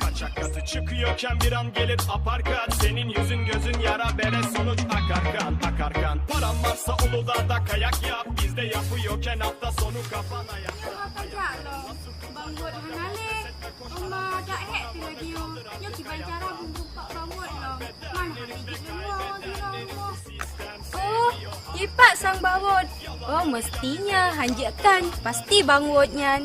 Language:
Achinese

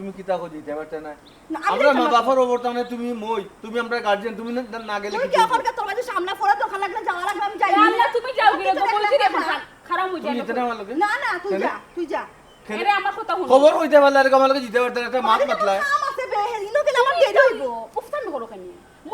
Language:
Sylheti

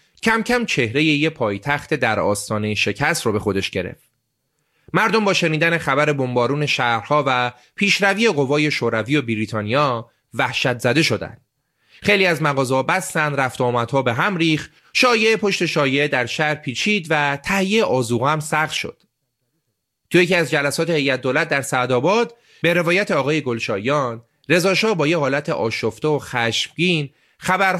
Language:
Persian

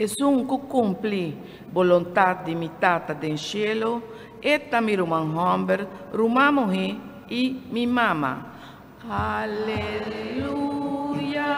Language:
Papiamento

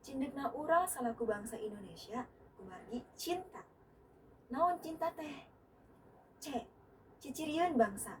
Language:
Sundanese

